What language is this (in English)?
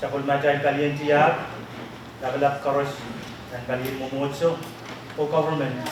Pohnpeian